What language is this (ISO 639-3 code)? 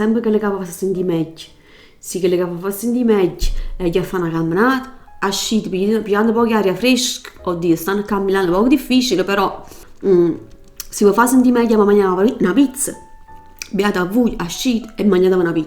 nap